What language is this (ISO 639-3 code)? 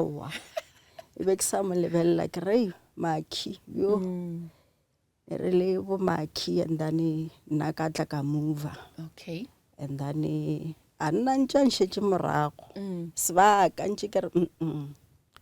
nso